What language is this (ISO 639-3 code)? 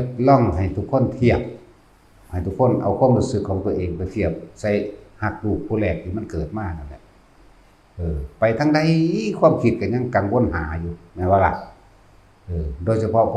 tts